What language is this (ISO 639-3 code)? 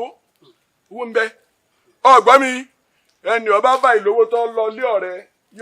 yor